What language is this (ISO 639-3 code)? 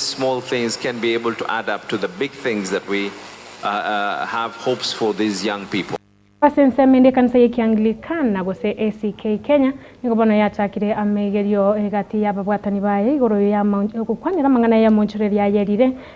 guz